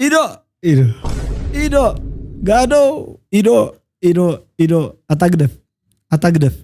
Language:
Tigrinya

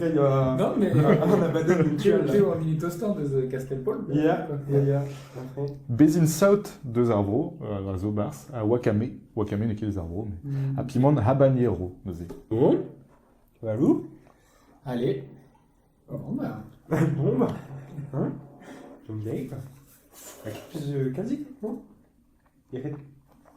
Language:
Breton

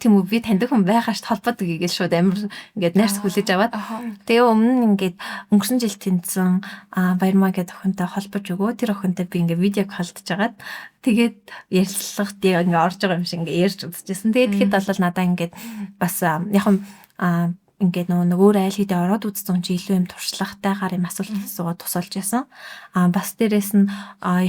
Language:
Mongolian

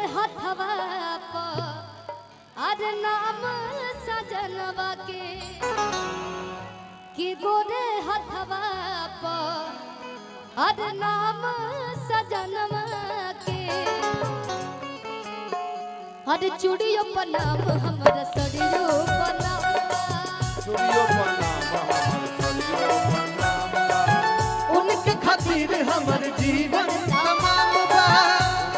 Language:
Bhojpuri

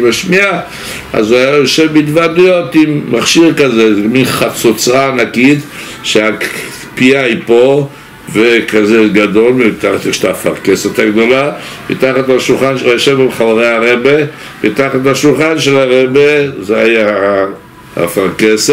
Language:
Hebrew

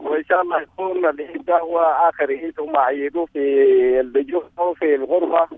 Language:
Sudanese Arabic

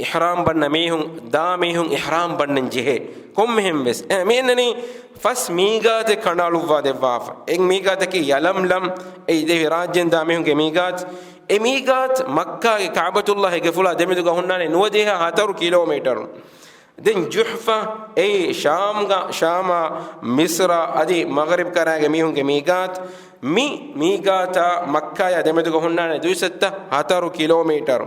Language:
Divehi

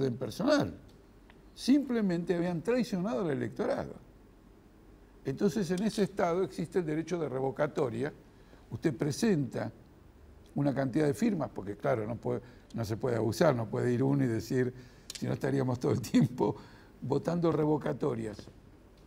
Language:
Spanish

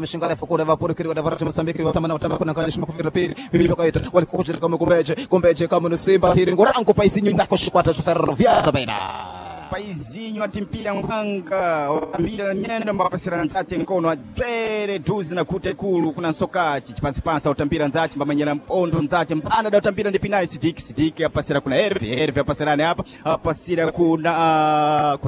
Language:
Sena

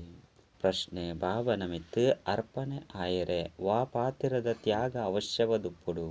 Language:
Tulu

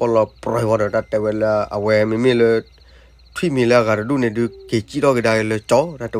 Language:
S'gaw Karen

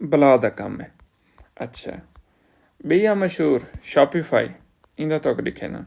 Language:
Saraiki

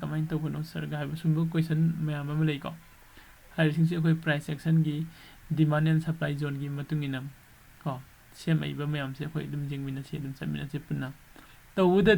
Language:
Manipuri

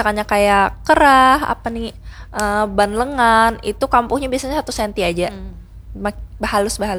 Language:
Banjar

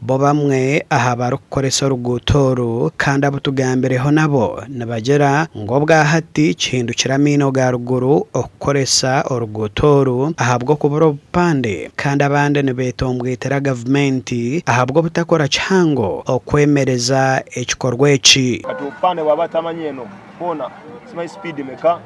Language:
Nyankole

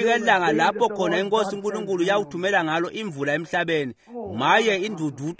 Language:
Swati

